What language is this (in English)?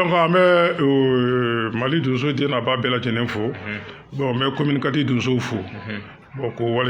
Bambara